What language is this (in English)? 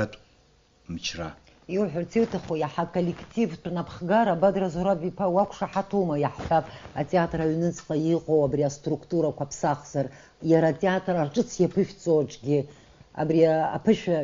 Abkhazian